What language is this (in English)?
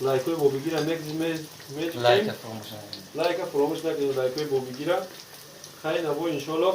Tajik